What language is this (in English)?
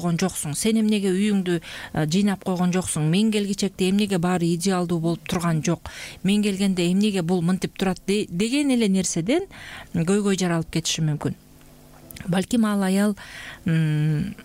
Kyrgyz